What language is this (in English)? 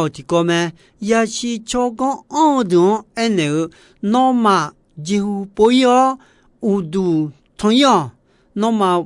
Akha